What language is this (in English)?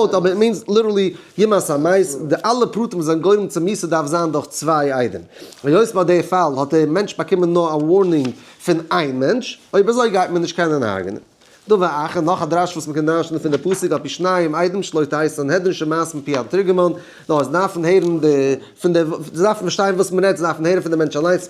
Yiddish